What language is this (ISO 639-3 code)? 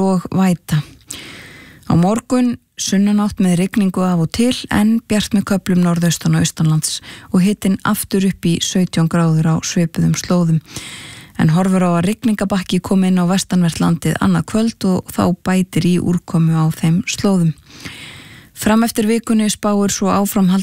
isl